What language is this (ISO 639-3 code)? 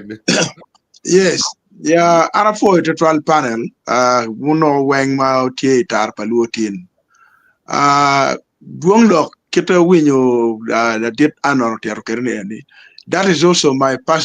ach